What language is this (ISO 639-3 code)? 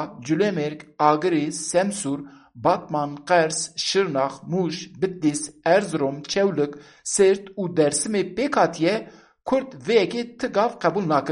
kur